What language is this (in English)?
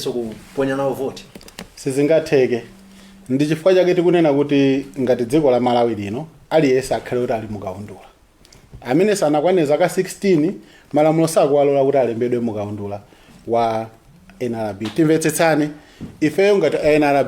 Nyanja